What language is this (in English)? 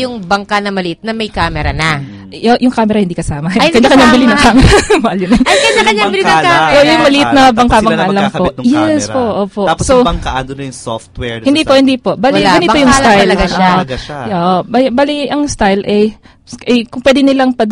Filipino